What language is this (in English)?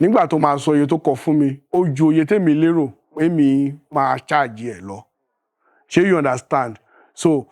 Yoruba